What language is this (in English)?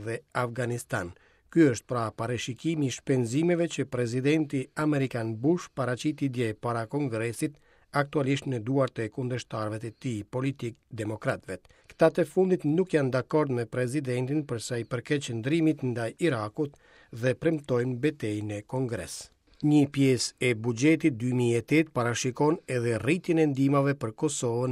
Albanian